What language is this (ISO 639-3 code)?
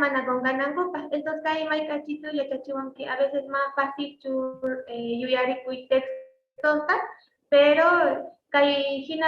quh